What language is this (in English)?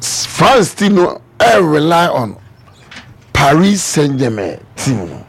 Akan